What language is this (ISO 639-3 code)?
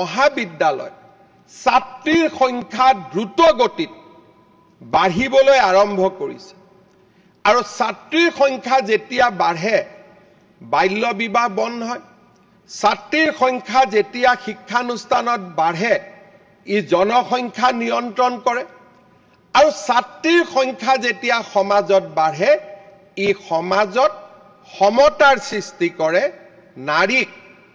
asm